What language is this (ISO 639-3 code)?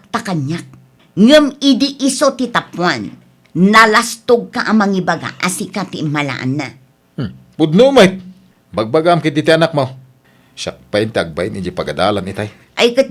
ilo